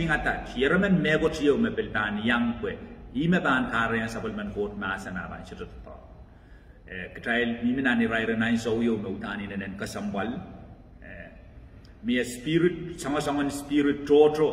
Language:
Pohnpeian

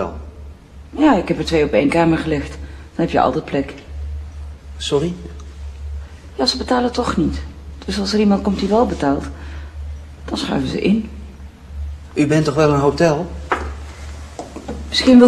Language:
Dutch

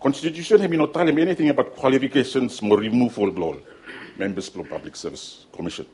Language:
Bislama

